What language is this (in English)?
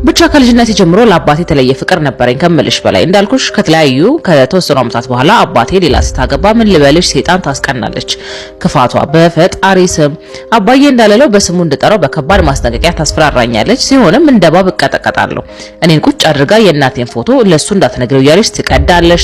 Amharic